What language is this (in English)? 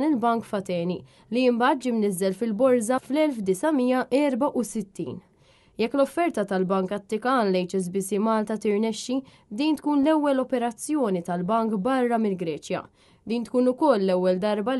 Maltese